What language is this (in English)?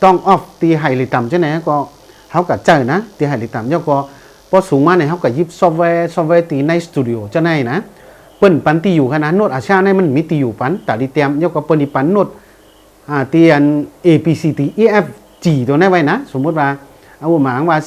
Shan